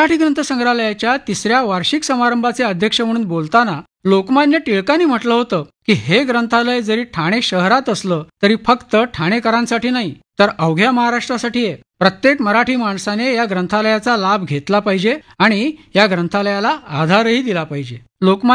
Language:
Marathi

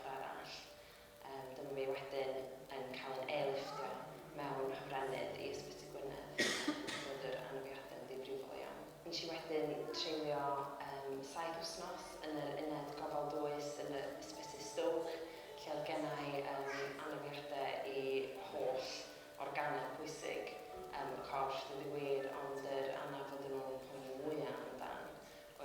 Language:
Welsh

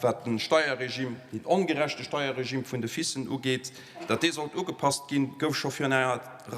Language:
Luxembourgish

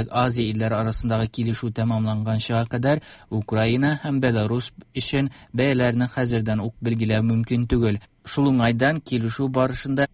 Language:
Tatar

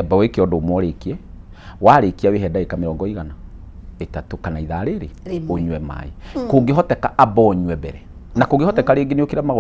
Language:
Kikuyu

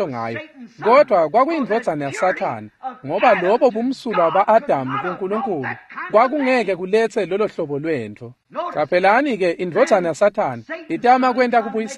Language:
Swati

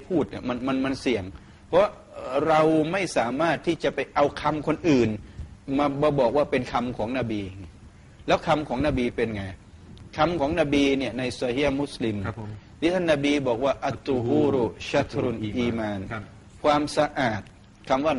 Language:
Thai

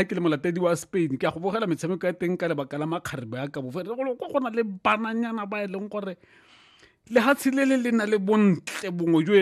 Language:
Tswana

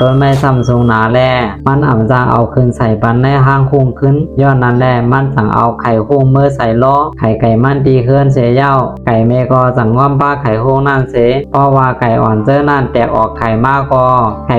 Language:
Shan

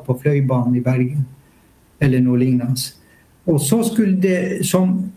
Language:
Norwegian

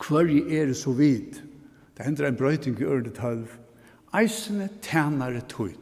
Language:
Faroese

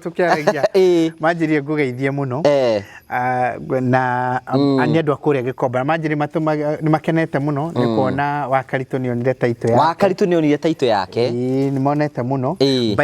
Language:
Kikuyu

